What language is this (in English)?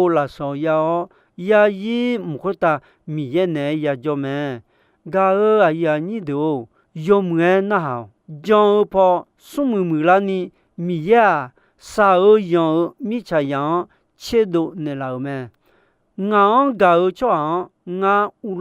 Akha